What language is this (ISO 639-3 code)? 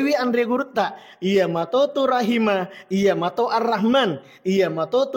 bug